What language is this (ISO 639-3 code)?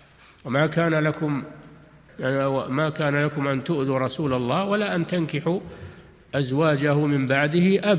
ara